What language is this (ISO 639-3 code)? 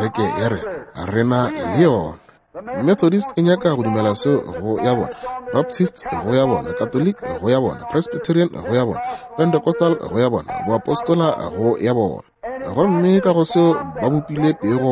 nso